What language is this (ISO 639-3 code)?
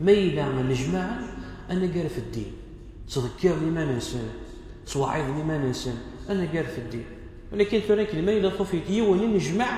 kab